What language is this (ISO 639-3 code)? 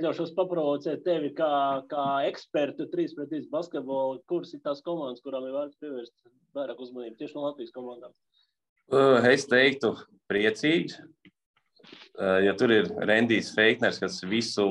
lav